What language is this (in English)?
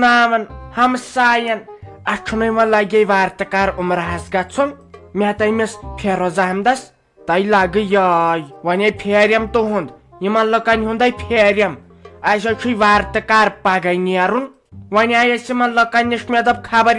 Kashmiri